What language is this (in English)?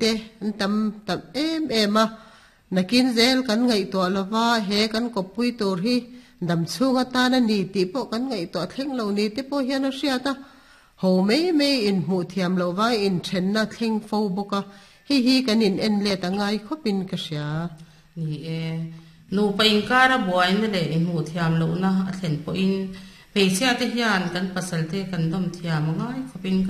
Mizo